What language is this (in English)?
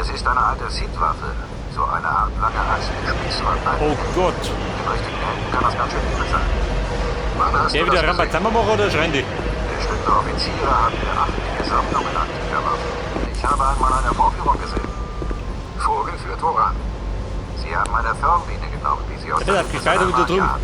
Bavarian